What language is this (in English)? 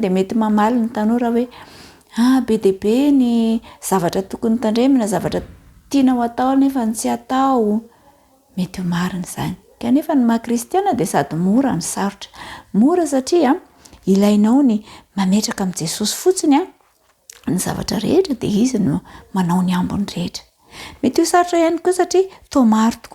Malagasy